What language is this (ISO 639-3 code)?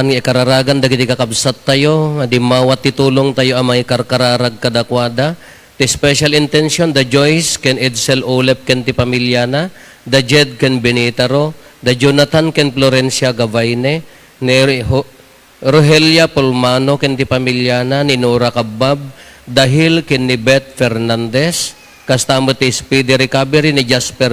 ilo